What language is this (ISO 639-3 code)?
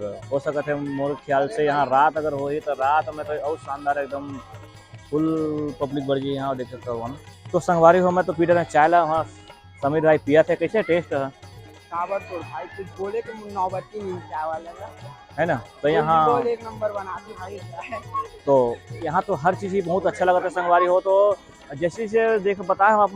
hne